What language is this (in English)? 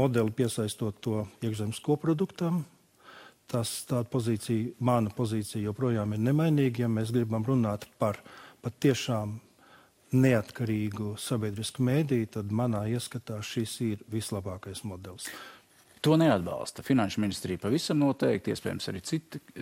Latvian